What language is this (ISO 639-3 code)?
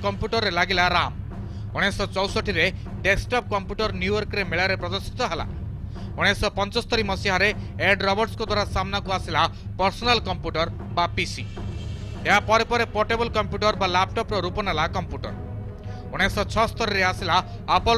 ori